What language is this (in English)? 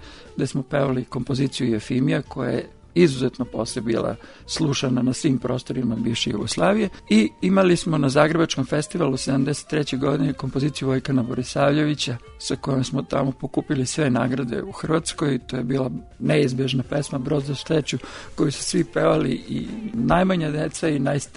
Serbian